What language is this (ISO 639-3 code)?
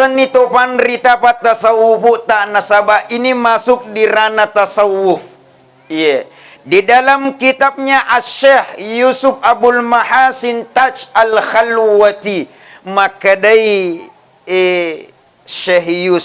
bug